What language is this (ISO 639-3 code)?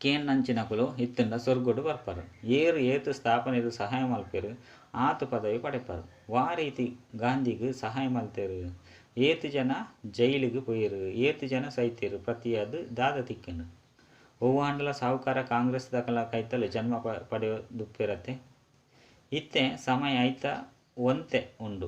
tcy